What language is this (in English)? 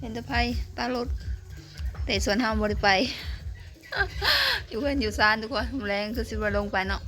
Lao